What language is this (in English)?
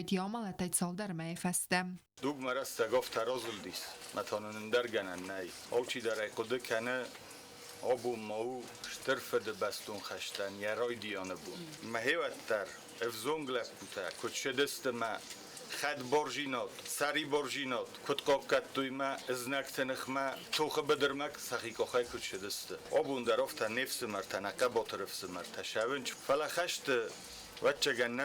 Ossetic